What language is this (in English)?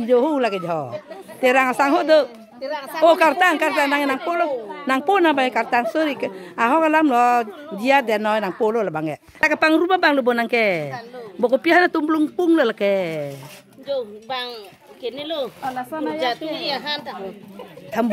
Karbi